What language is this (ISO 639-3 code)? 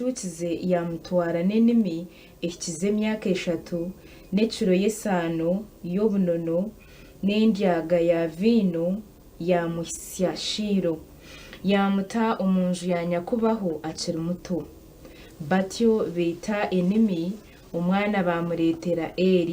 nyn